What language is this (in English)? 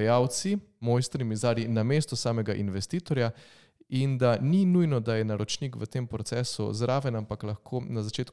Slovenian